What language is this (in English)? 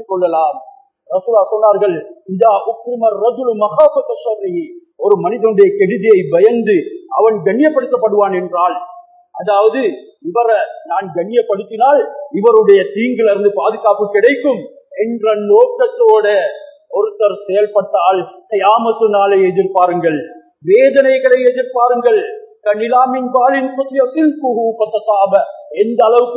Tamil